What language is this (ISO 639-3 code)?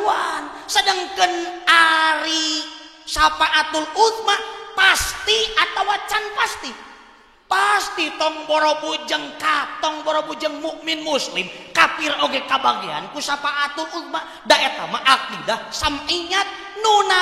sun